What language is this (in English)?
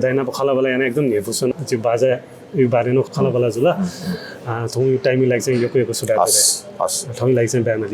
Newari